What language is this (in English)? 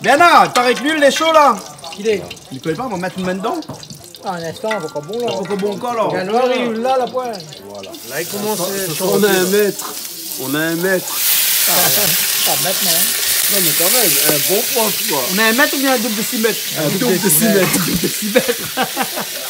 Réunion Creole French